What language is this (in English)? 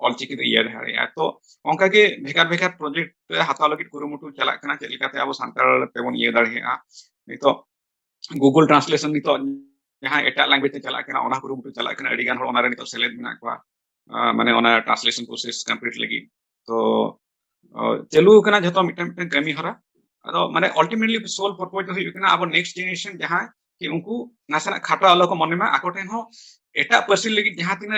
Santali